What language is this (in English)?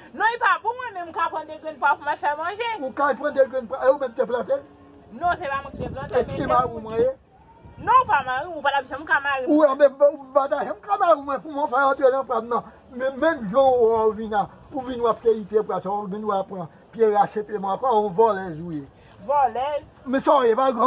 Haitian Creole